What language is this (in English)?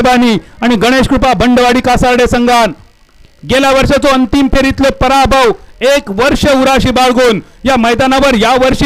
Marathi